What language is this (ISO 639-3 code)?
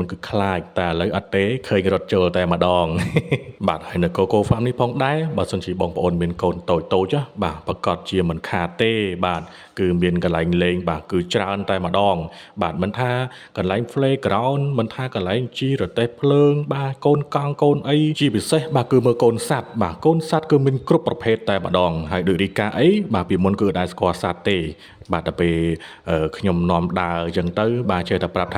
khm